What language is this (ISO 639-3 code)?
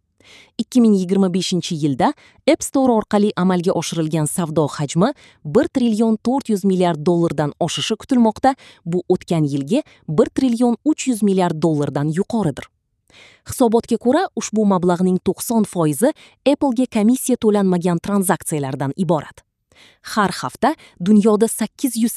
uzb